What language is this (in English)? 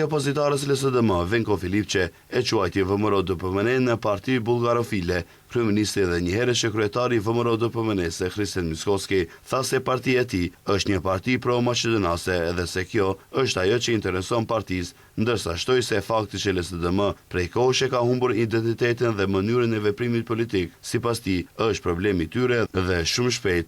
Albanian